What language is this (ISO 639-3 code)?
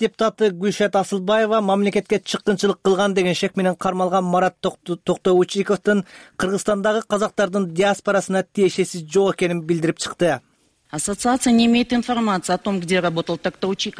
kir